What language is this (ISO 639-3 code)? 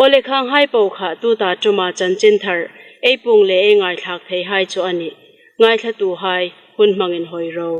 hmr